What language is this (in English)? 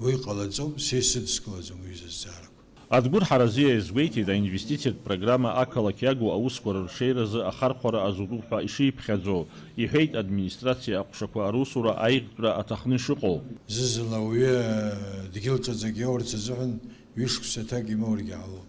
Abkhazian